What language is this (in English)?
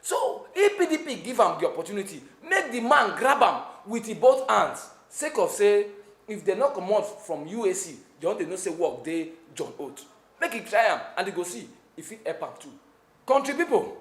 Nigerian Pidgin